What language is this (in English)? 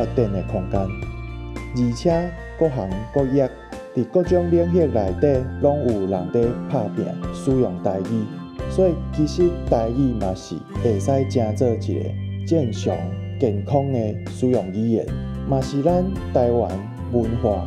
Min Nan Chinese